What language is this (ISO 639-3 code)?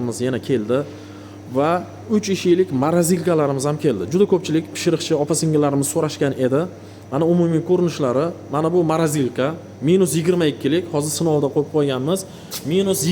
uzb